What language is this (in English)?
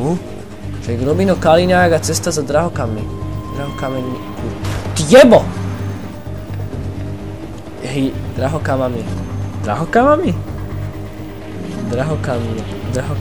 Slovak